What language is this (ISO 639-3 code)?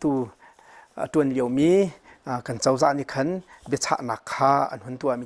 cnh